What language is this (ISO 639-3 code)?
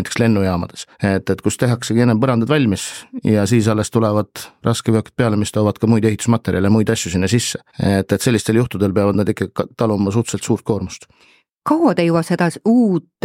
est